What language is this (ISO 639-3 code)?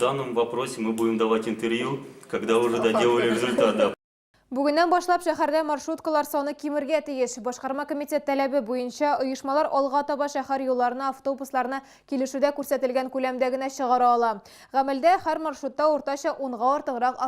tat